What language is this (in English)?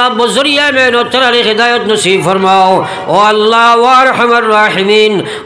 Sylheti